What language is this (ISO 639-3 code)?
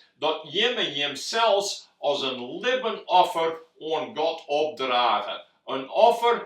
fry